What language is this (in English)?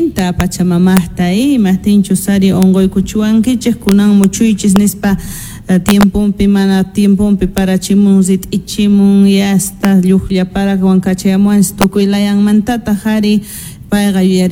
South Bolivian Quechua